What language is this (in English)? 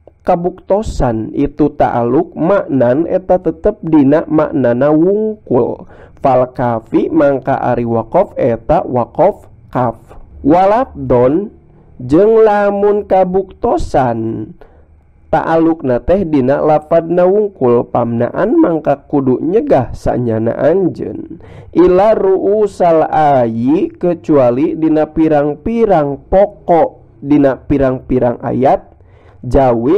Sundanese